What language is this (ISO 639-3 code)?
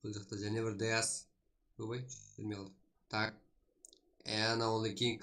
kaa